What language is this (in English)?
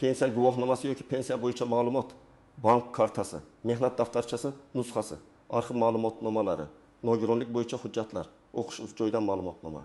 Uzbek